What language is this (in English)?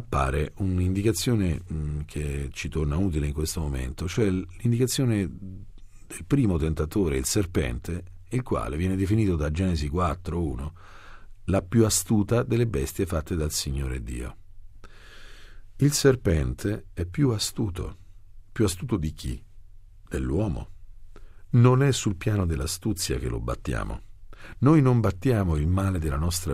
Italian